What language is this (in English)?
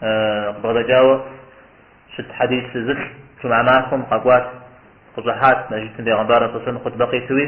Kabardian